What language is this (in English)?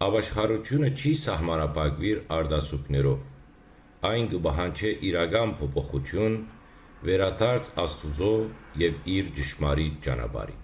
Western Armenian